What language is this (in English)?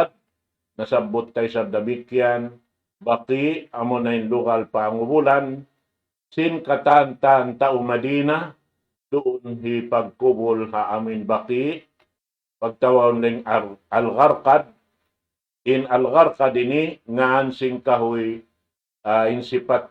Tausug